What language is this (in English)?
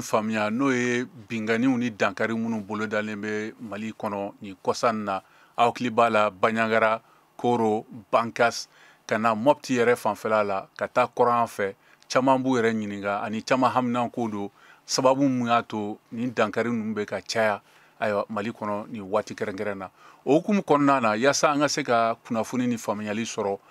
Bambara